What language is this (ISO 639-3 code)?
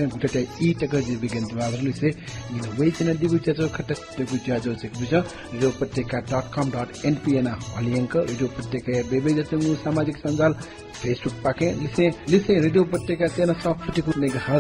new